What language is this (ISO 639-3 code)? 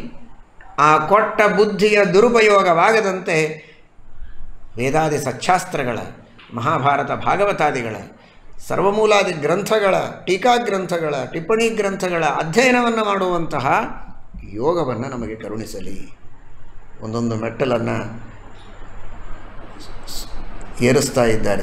kan